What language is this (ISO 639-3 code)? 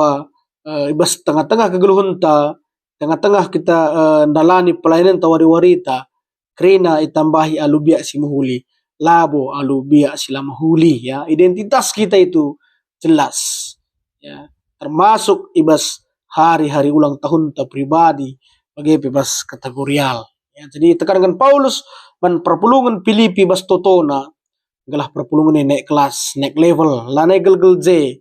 btx